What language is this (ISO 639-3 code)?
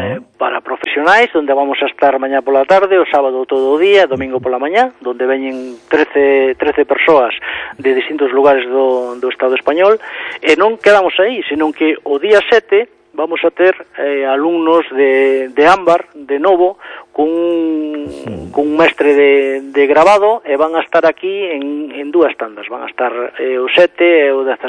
glg